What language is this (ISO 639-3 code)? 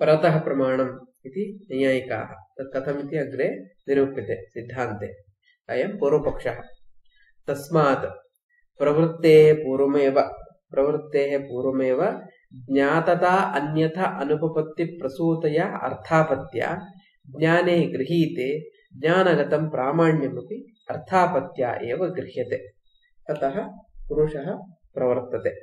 san